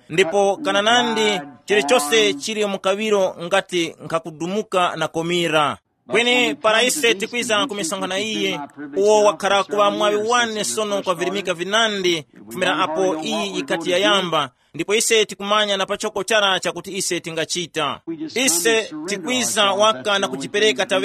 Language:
Tumbuka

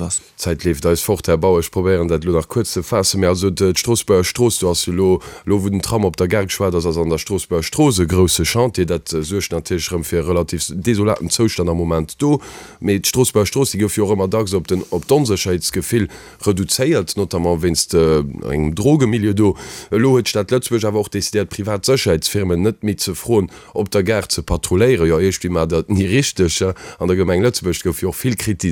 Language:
Luxembourgish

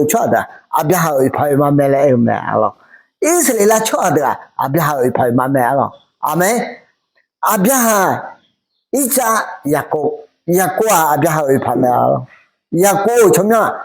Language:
Akha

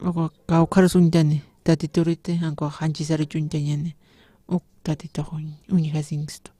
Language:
Aymara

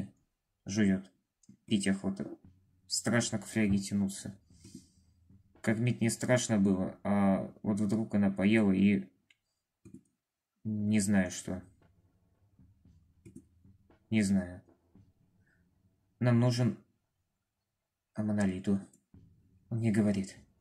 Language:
Russian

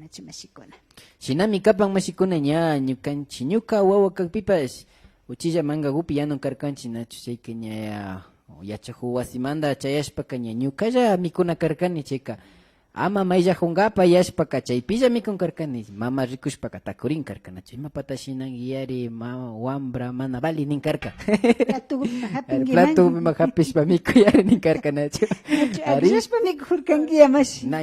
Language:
Imbabura Highland Quichua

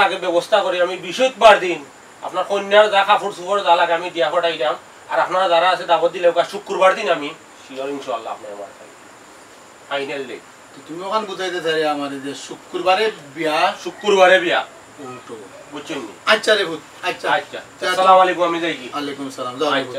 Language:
Sylheti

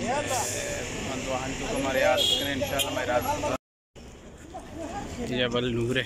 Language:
Baluchi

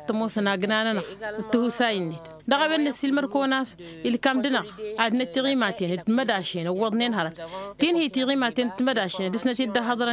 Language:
Tamasheq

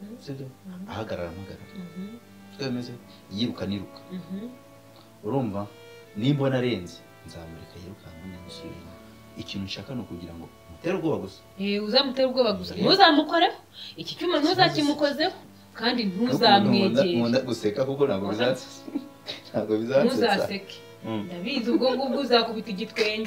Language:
Kinyarwanda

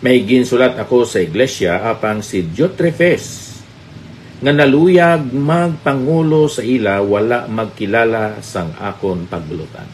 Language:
Hiligaynon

